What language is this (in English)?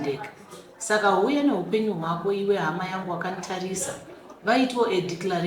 Shona